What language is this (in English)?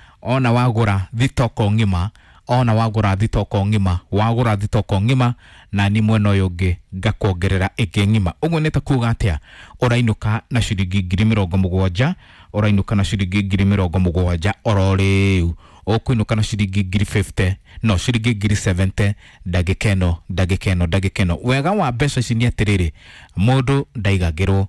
Kikuyu